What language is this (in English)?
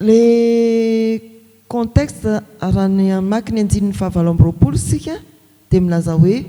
Malagasy